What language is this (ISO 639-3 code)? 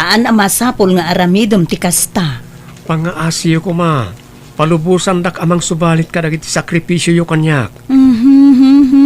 ilo